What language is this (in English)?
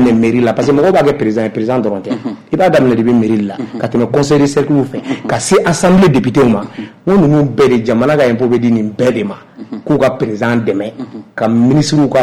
Bambara